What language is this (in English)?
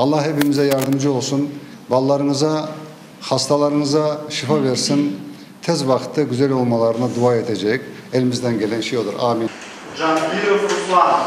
Crimean Tatar